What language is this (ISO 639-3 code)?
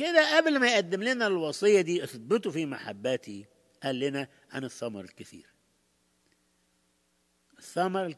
arz